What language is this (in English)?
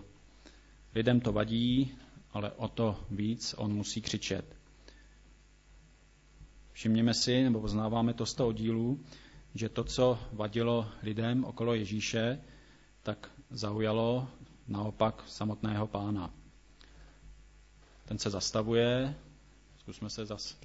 Czech